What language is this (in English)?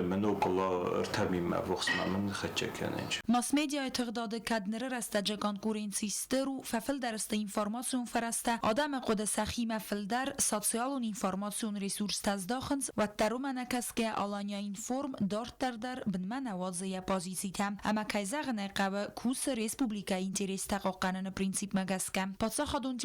Ossetic